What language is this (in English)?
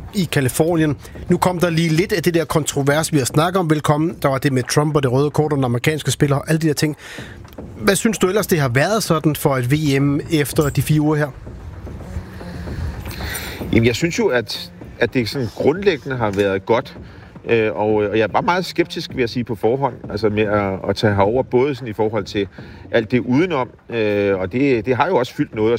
Danish